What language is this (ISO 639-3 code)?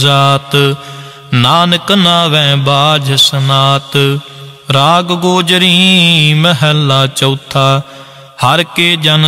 pan